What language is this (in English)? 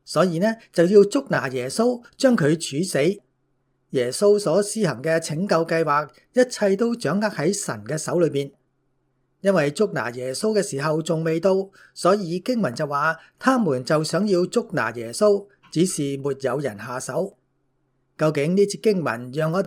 Cantonese